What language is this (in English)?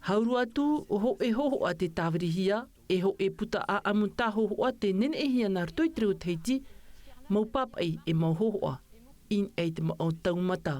Tahitian